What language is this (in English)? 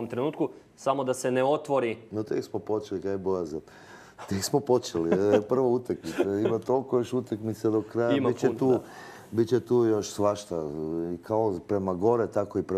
Croatian